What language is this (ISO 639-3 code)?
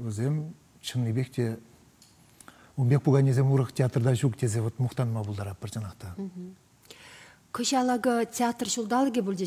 chv